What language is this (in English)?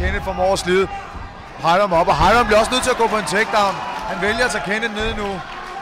Danish